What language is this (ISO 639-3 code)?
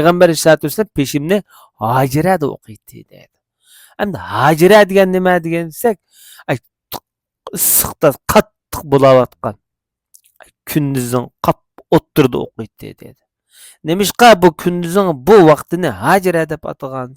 uig